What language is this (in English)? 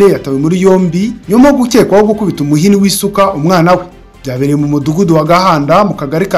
Kinyarwanda